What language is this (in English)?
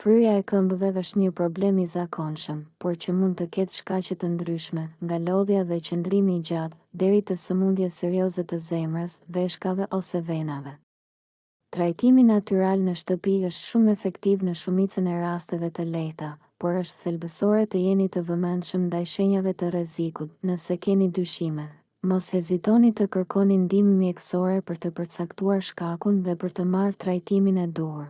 Albanian